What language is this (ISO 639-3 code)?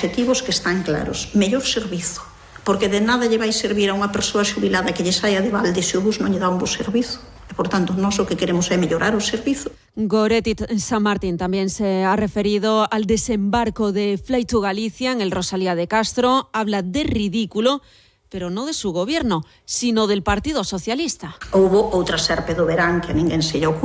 glg